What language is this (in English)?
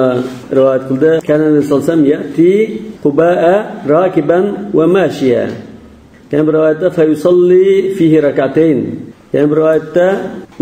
Uyghur